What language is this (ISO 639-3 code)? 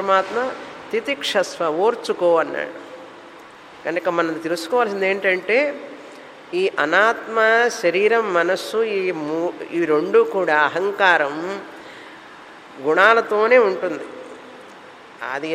tel